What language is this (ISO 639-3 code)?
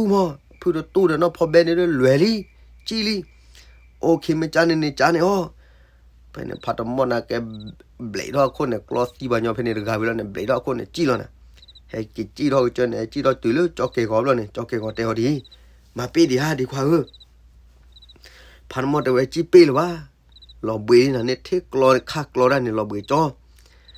ksw